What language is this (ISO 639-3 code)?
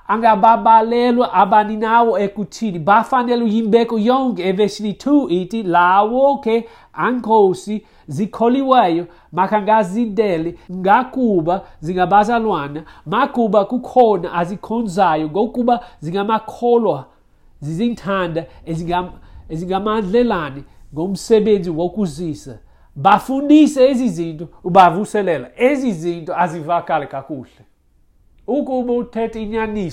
xho